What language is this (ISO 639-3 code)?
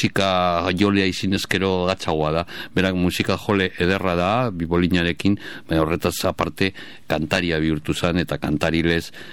eus